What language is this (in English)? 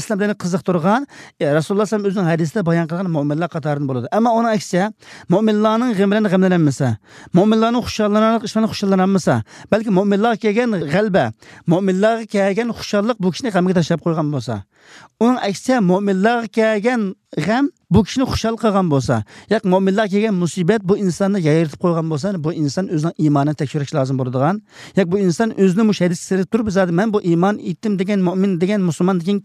Uyghur